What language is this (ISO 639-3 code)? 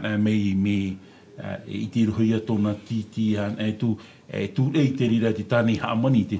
tah